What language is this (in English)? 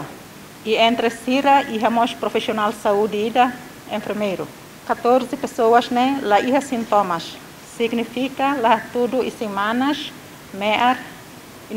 Tetum